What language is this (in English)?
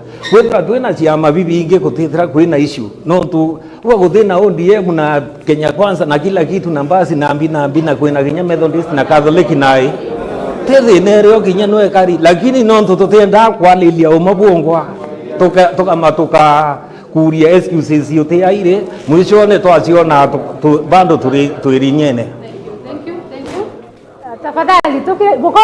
Meru